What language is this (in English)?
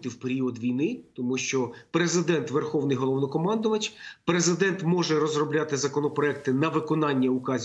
Ukrainian